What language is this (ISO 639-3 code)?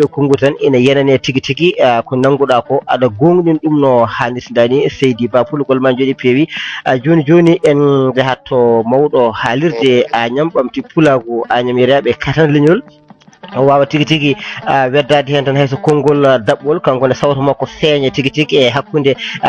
ful